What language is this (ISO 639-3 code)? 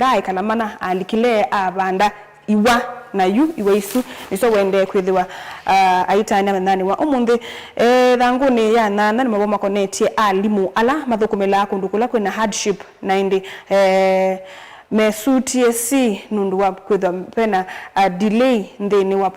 kam